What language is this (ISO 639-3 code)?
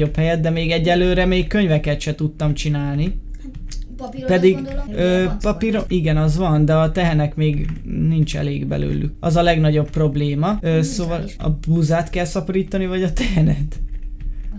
hun